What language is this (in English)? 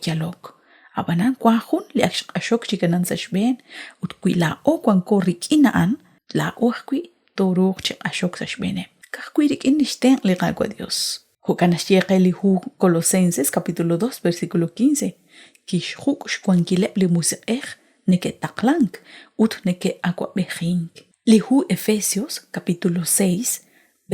Kekchí